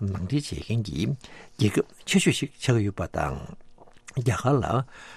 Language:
Tibetan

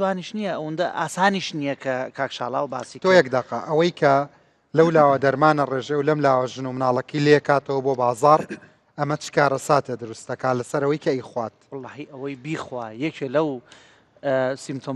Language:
Central Kurdish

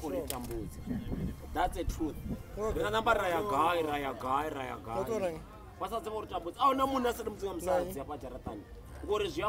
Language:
Venda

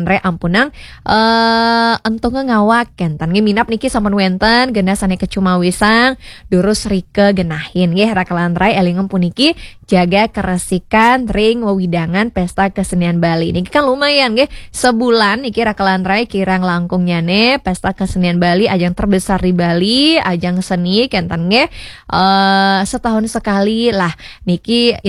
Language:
Balinese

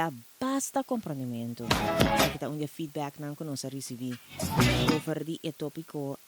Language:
Papiamento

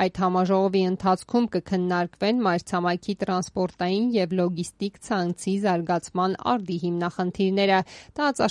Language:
Armenian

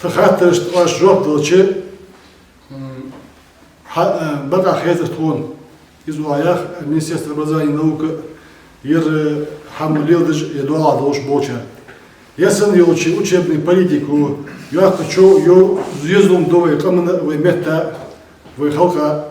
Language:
Ingush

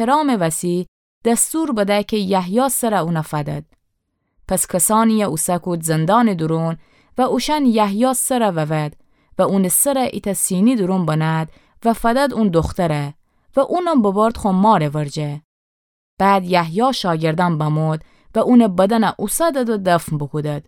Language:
Gilaki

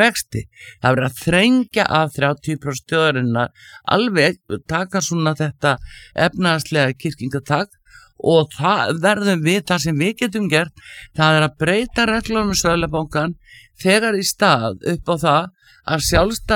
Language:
Icelandic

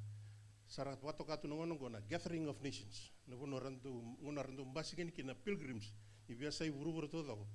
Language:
Fijian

